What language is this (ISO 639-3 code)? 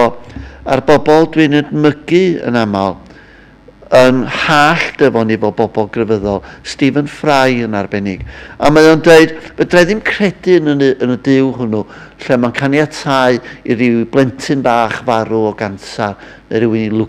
cym